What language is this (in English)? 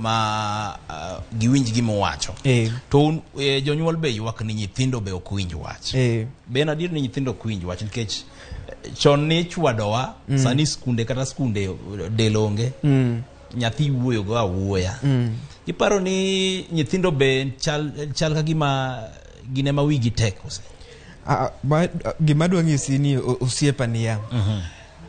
Luo (Kenya and Tanzania)